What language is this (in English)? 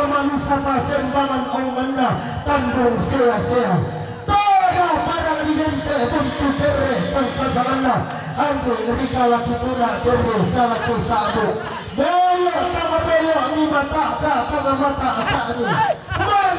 Toraja-Sa'dan